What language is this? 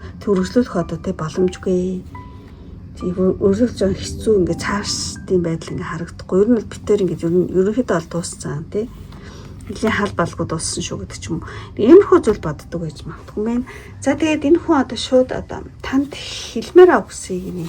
Mongolian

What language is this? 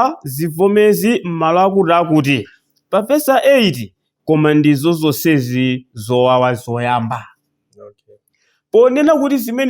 Nyanja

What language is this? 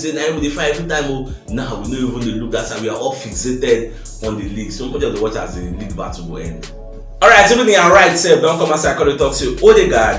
Nigerian Pidgin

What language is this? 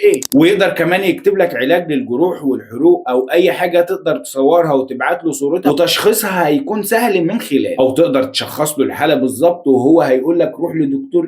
Egyptian Arabic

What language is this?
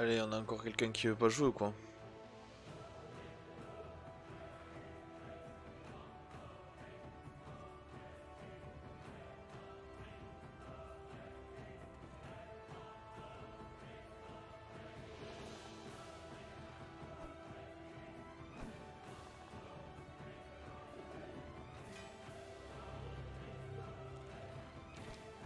French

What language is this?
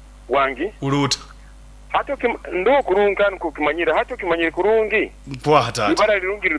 Nyoro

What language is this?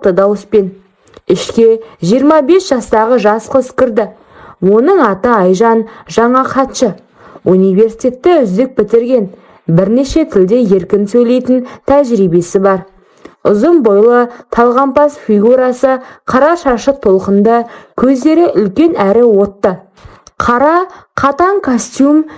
Kazakh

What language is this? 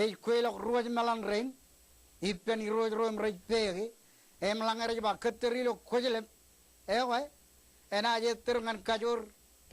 Marshallese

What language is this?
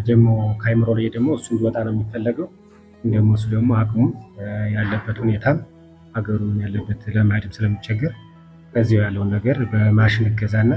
Amharic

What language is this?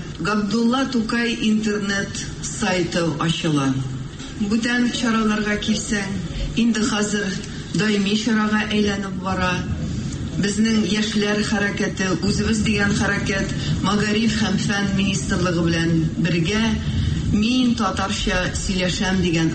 Tatar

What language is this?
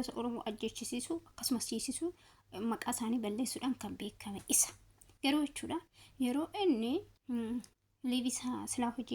Oromo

